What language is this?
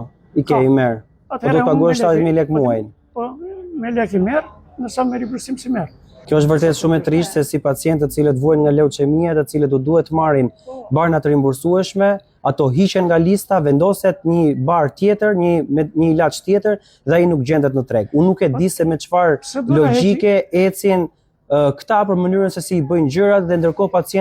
Albanian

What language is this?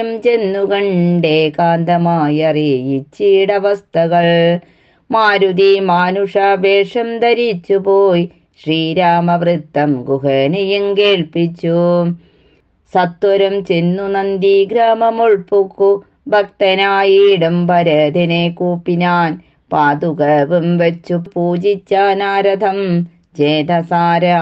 Malayalam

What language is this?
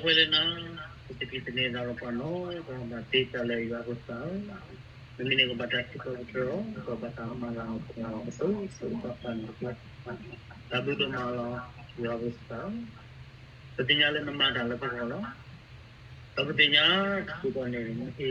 S'gaw Karen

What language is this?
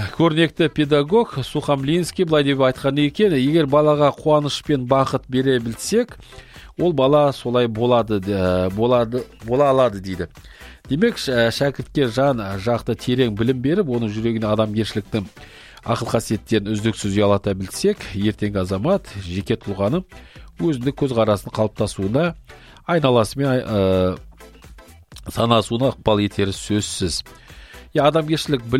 Kazakh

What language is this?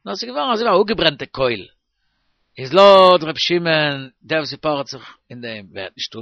Yiddish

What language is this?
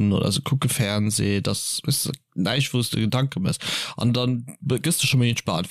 Luxembourgish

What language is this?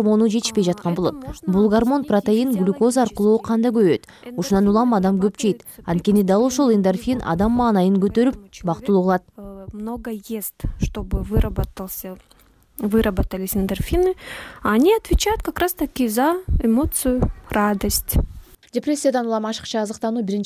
Kyrgyz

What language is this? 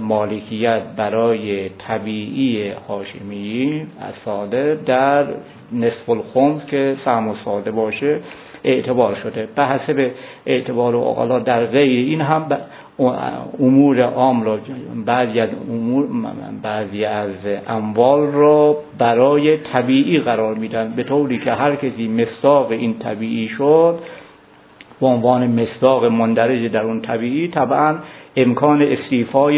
Persian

